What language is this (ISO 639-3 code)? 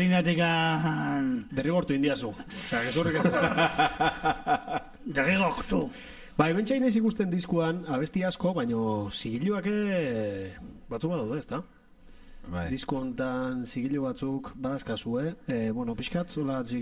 eus